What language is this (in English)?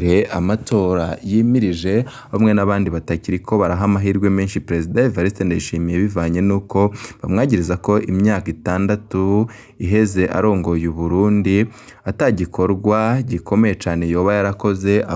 Rundi